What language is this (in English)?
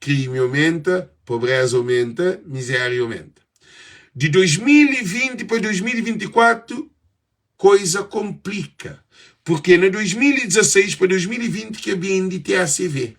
Kabuverdianu